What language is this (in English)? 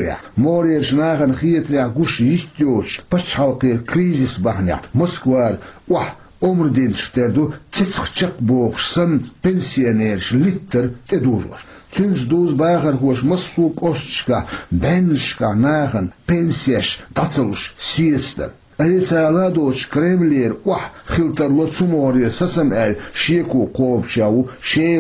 Chechen